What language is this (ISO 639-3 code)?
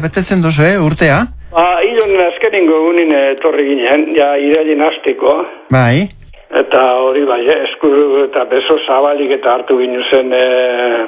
eus